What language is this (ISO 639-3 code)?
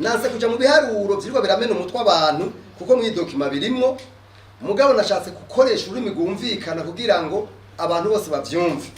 run